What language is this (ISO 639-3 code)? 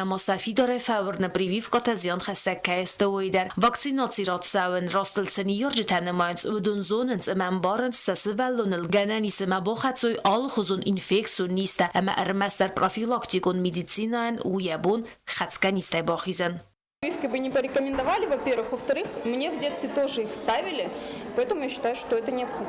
oss